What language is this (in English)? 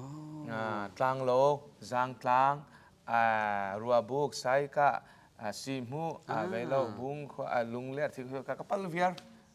Hakha Chin